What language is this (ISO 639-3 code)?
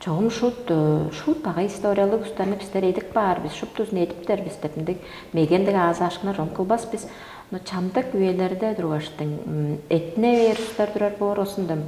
tyv